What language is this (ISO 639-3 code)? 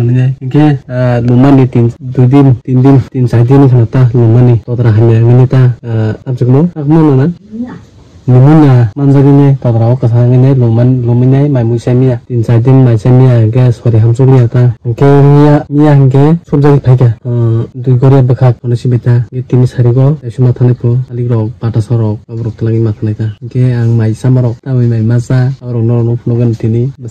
trp